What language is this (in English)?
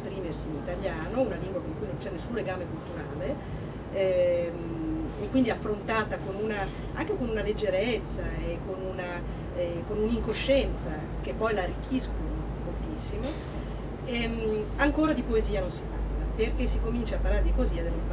Italian